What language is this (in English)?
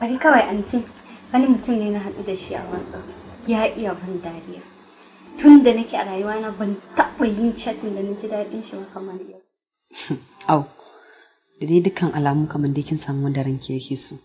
Hausa